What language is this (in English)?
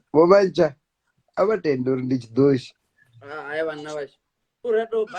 Venda